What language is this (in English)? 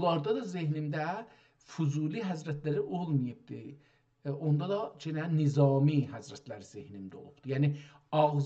South Azerbaijani